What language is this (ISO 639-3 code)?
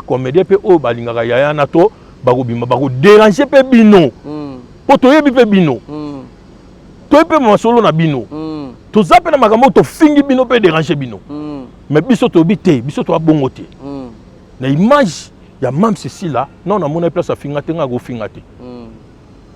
lin